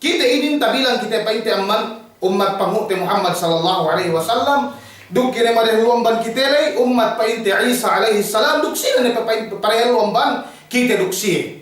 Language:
Yakan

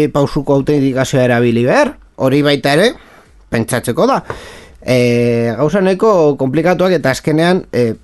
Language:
Basque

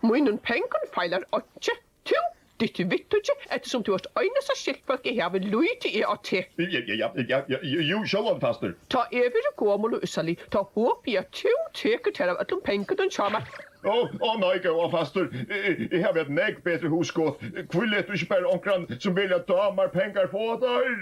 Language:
Faroese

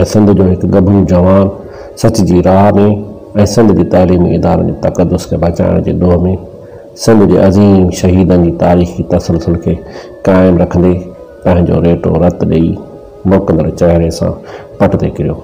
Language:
Sindhi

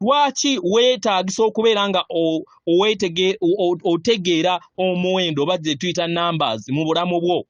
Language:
Ganda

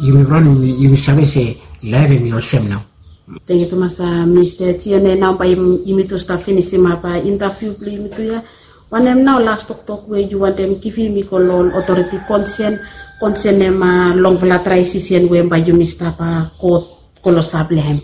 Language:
Bislama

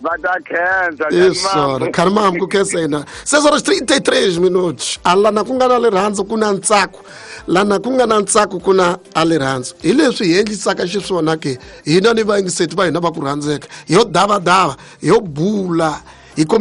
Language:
Tsonga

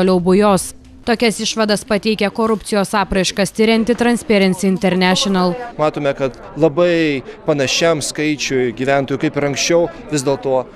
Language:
Lithuanian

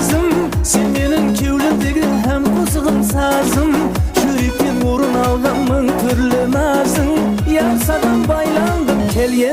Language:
Kara-Kalpak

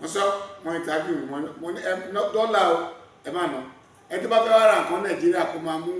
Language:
Yoruba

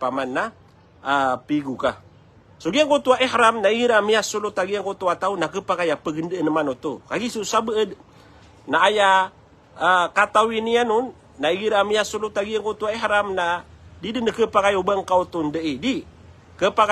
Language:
Maranao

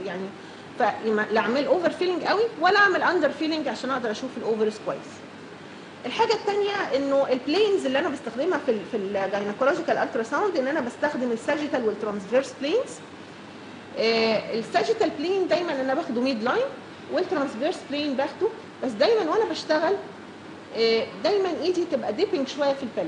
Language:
Egyptian Arabic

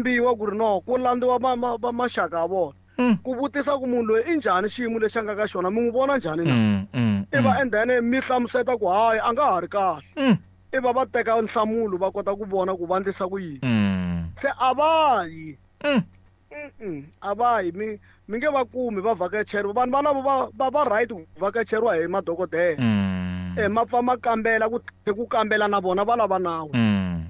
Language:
Tsonga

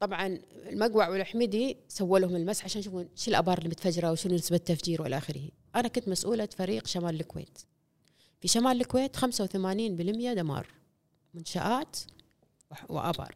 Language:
Gulf Arabic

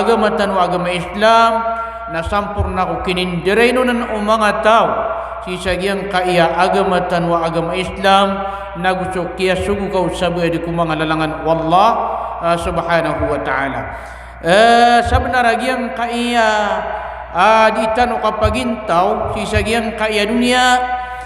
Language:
Maranao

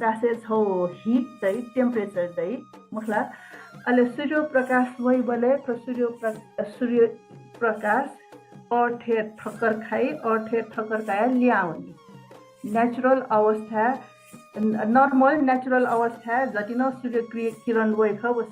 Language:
Newari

